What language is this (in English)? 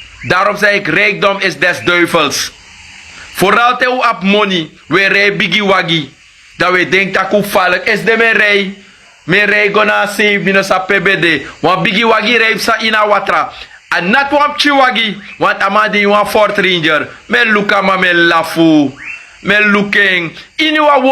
Sranan Tongo